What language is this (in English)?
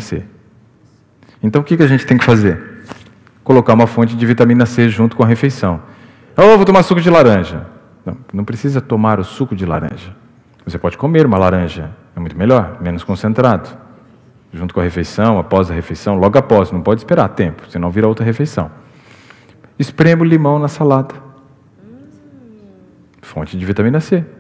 Portuguese